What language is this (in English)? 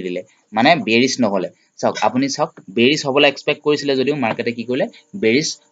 Assamese